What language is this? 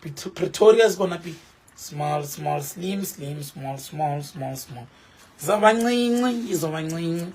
Tsonga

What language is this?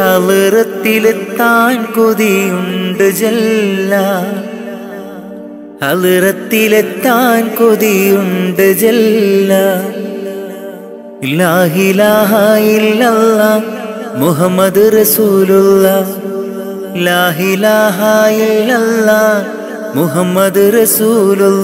Malayalam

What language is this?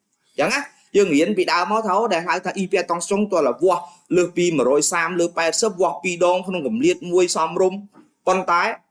Khmer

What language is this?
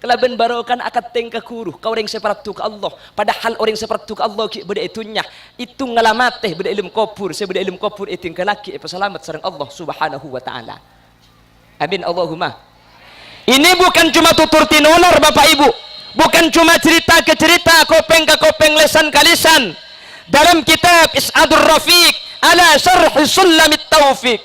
Madurese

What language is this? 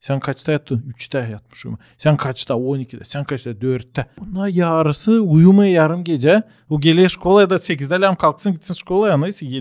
Gagauz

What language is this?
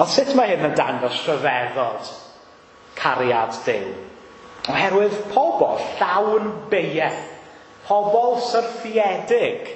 Welsh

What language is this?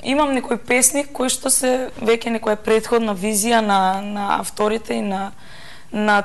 Macedonian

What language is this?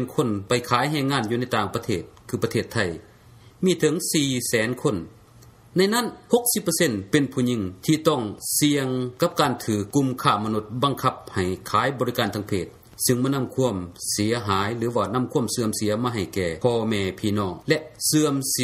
Lao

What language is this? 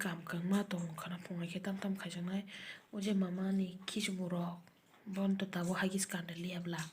Kok Borok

